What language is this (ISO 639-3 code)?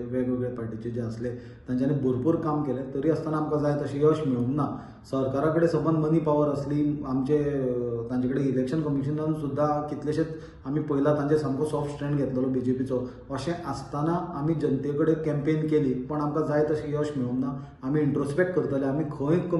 kok